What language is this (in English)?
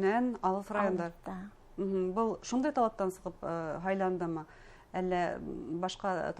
Bashkir